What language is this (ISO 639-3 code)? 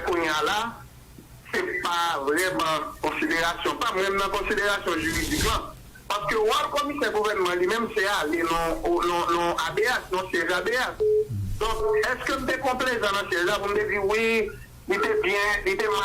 hat